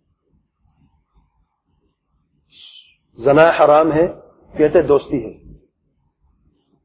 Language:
Urdu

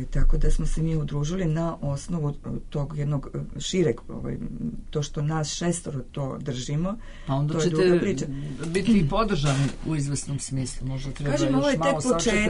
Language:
Serbian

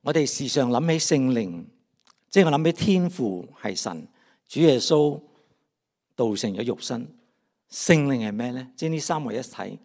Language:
Cantonese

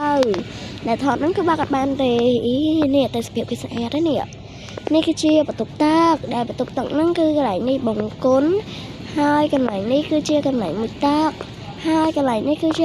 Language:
Khmer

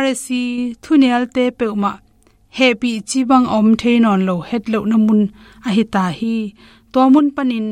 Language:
Tedim Chin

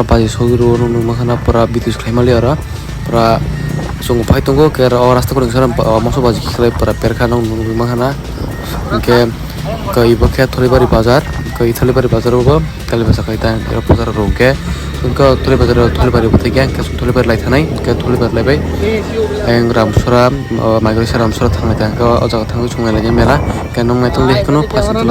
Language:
Kok Borok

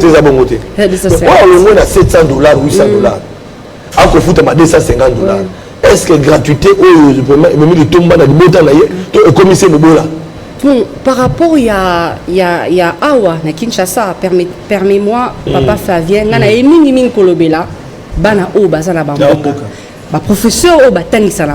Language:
Lingala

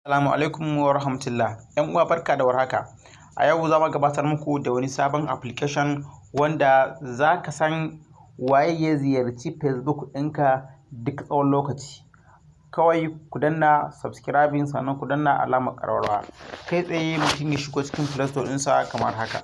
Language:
Hausa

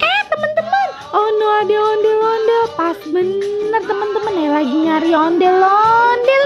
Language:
Betawi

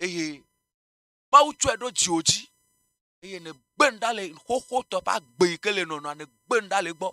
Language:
Ewe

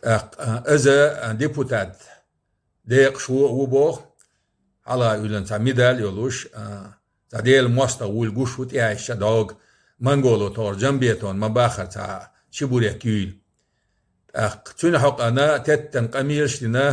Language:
Chechen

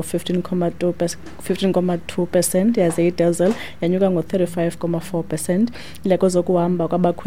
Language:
Xhosa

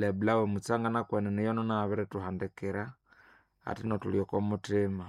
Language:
Nande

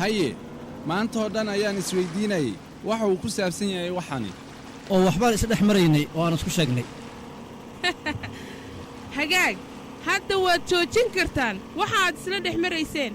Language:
Somali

